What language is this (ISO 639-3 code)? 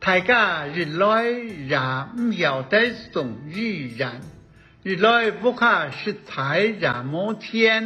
hak